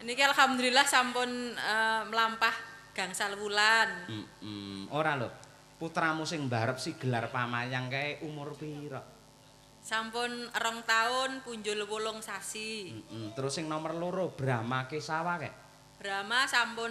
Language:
Javanese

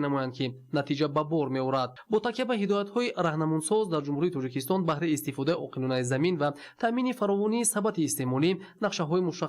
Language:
Tajik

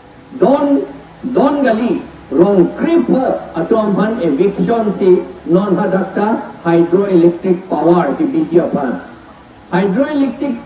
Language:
Karbi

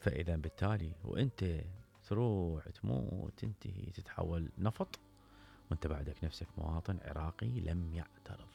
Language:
Mesopotamian Arabic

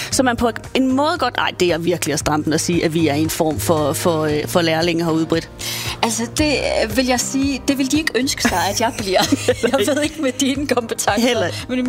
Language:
Danish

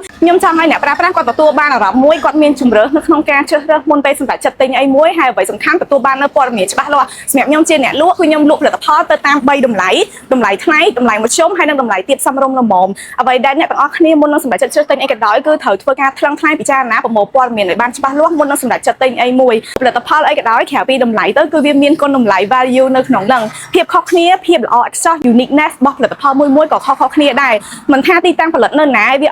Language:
Khmer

